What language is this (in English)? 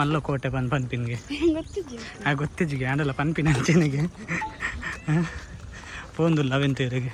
Tulu